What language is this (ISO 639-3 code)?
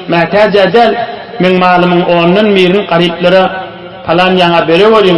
tuk